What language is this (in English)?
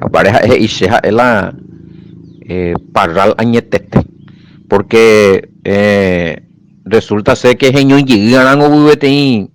Guarani